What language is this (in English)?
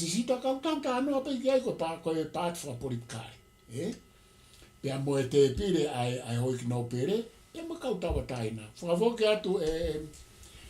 Tongan